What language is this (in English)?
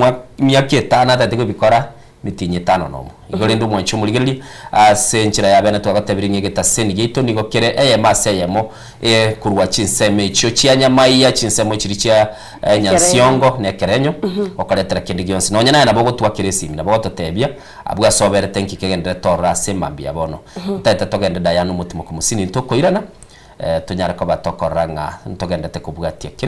Gusii